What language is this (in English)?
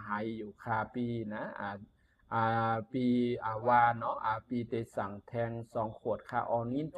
Shan